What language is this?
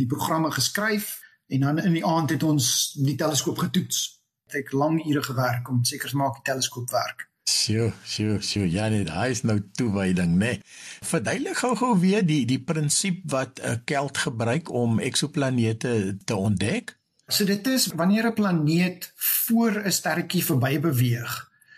Afrikaans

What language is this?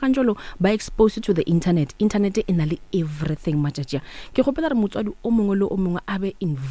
Northern Sotho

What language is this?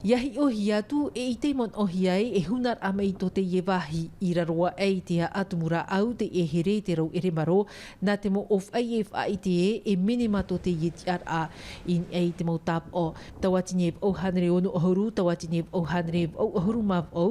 Tahitian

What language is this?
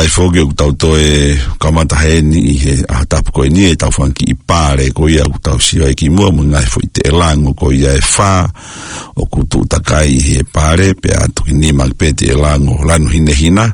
Tongan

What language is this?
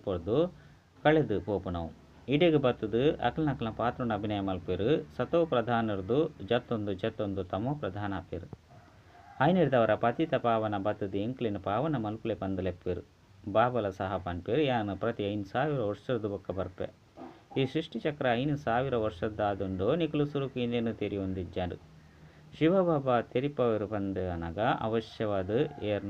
Tulu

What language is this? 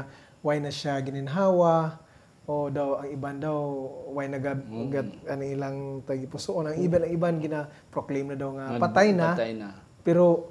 Hiligaynon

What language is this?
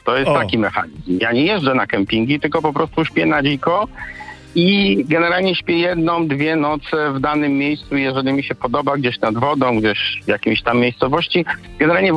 Polish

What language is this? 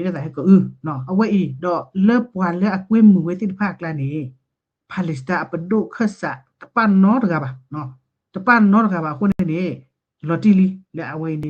S'gaw Karen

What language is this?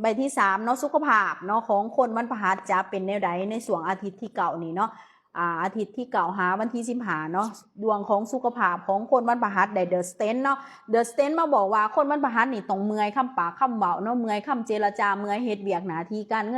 Lao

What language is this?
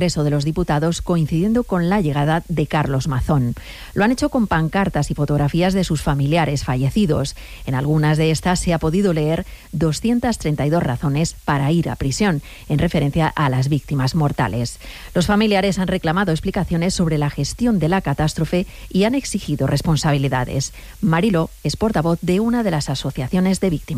Spanish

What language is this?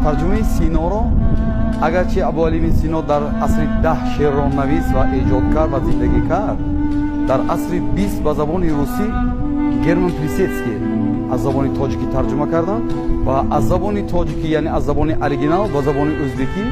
Tajik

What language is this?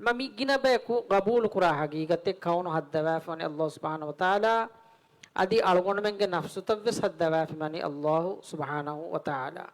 Divehi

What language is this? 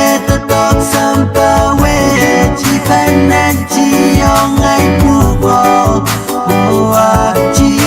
Pohnpeian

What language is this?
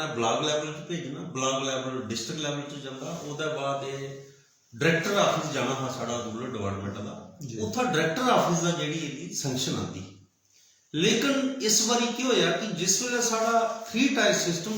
Dogri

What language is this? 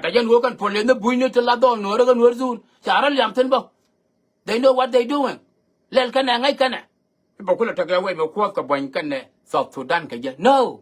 Nuer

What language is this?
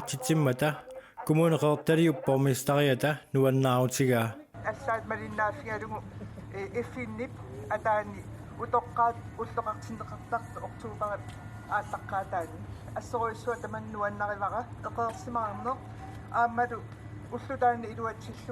Kalaallisut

